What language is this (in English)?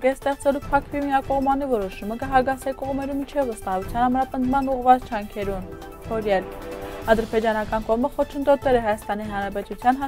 Armenian